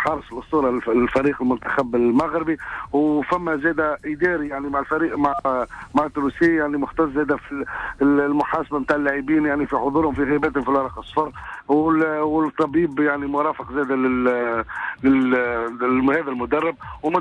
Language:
Tunisian Arabic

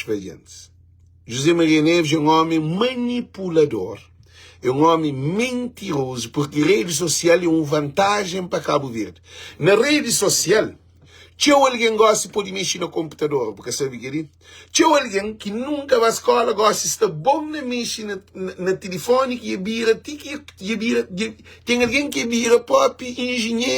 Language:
Kabuverdianu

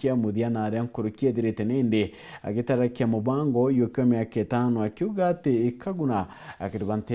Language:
Meru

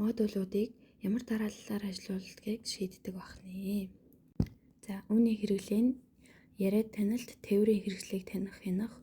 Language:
Mongolian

